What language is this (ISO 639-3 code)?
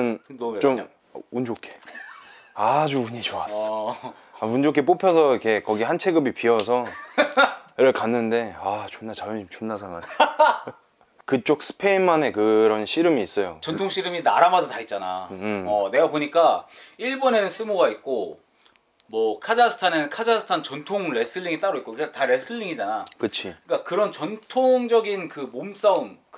kor